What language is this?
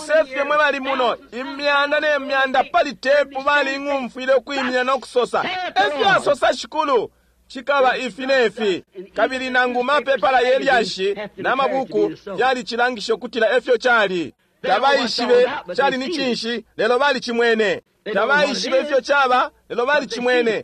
Bemba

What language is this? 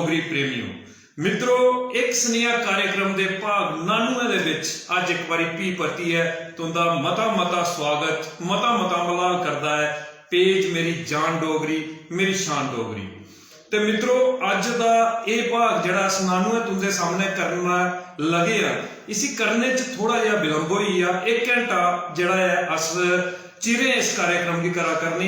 Dogri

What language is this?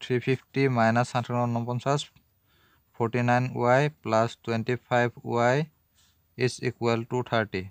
Assamese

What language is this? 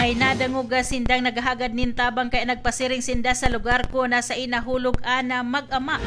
Bikol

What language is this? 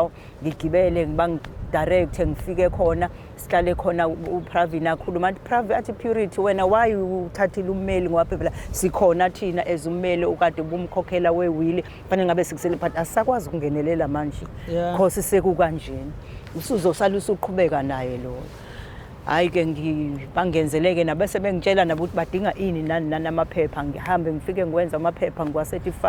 Zulu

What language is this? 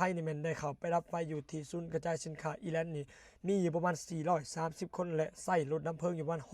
Lao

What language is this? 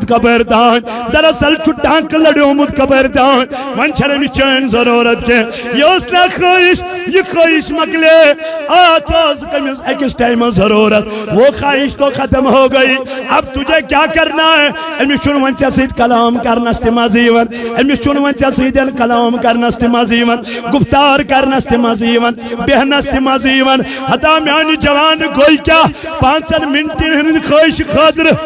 Kashmiri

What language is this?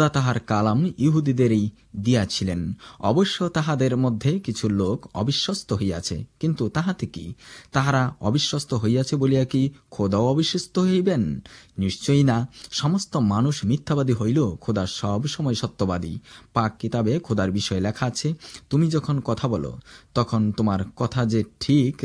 Bangla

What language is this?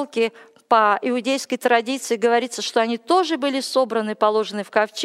Russian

